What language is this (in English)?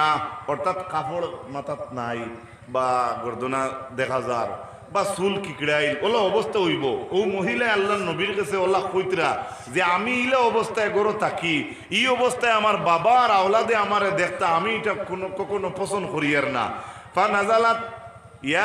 Sylheti